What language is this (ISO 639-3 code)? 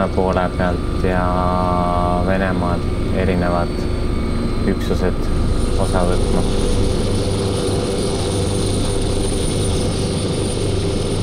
est